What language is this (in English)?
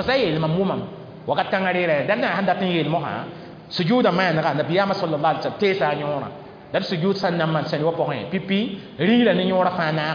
Mossi